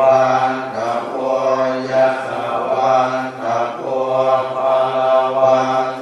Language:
Pali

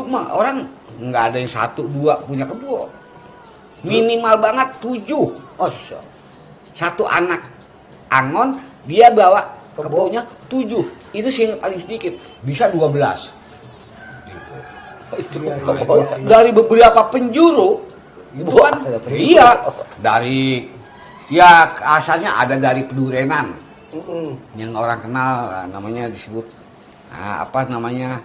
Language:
Betawi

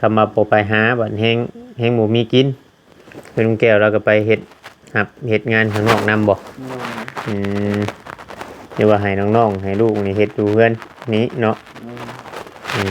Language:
Northeastern Thai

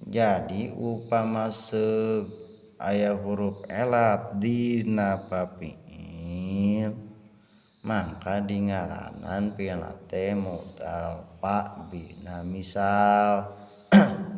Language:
Sundanese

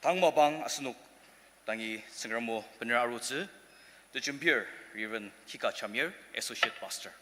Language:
Ao Naga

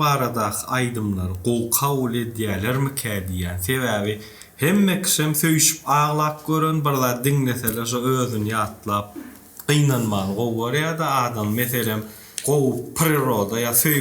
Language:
Turkmen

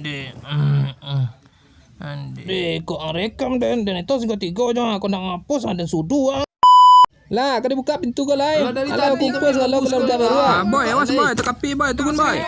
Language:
Minangkabau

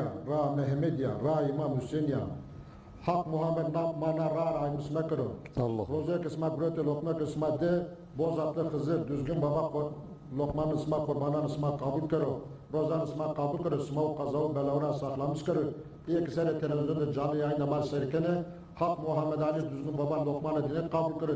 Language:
Zaza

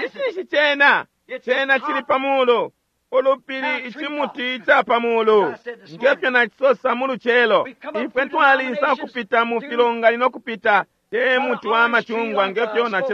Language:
Bemba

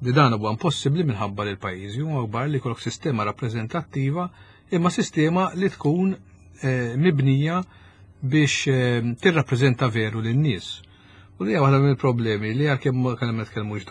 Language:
Maltese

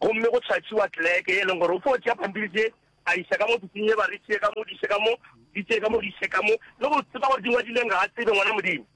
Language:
Northern Sotho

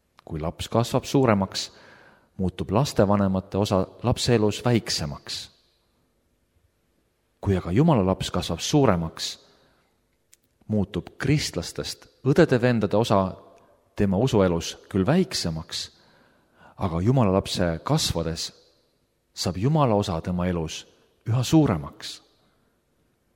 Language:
Estonian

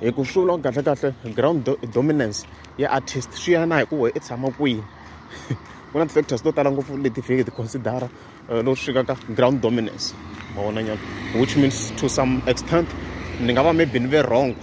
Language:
Tsonga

